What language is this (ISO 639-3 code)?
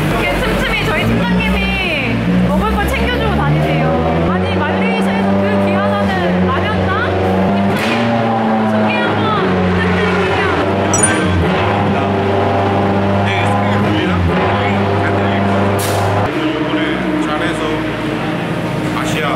kor